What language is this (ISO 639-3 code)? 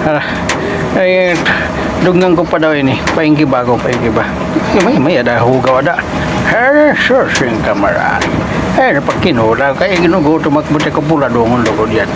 war